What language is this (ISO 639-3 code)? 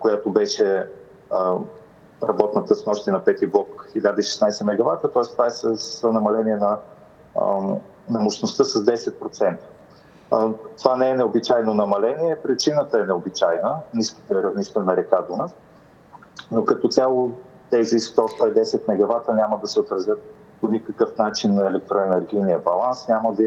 bul